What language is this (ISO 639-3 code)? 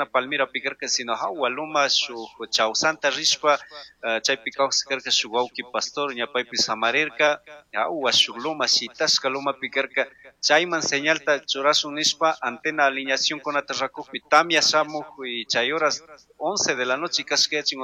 qug